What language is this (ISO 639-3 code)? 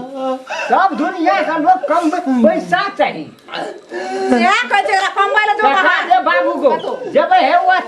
mai